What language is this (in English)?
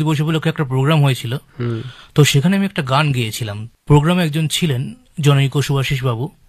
Bangla